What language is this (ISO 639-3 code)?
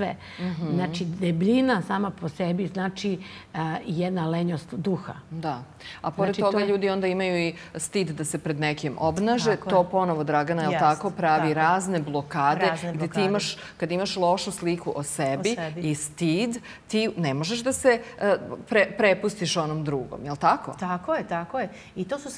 srp